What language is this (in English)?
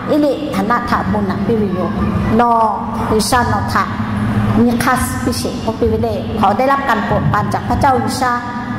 Lahu